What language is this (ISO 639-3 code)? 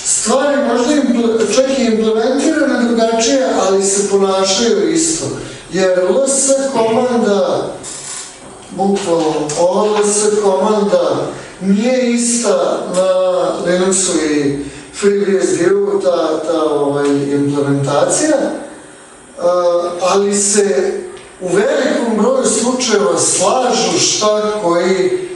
srp